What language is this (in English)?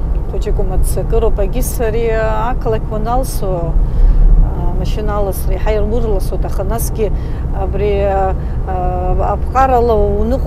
Abkhazian